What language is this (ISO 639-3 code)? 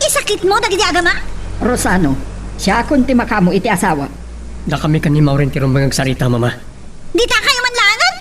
ilo